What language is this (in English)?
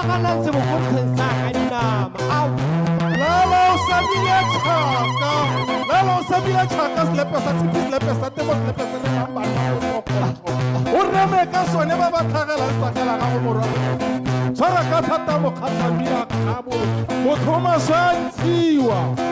Tswana